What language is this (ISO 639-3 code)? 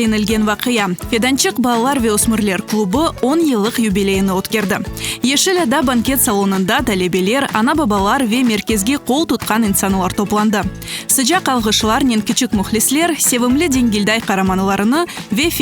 crh